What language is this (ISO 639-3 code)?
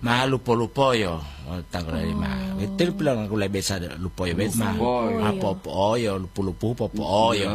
gor